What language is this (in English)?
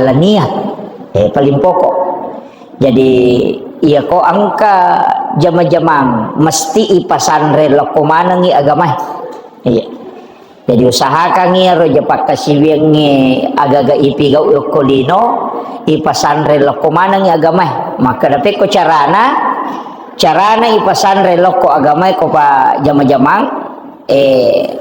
Buginese